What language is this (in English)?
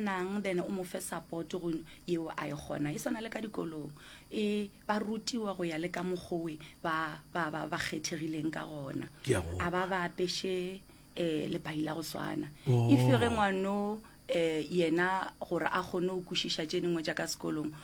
Northern Sotho